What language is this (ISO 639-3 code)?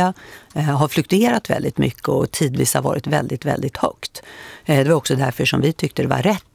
swe